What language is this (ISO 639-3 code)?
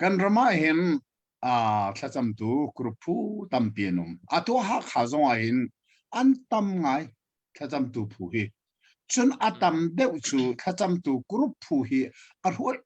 cnh